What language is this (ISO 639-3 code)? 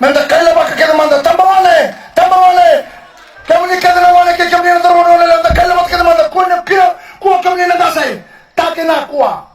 fij